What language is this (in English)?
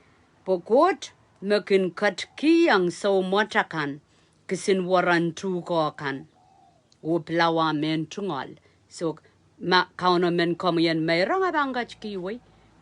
Pohnpeian